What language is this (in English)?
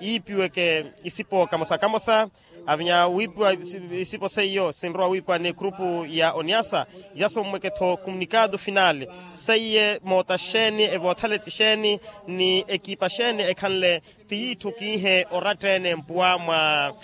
Makhuwa